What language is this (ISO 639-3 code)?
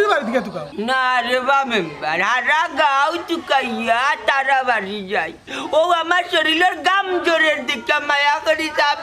syl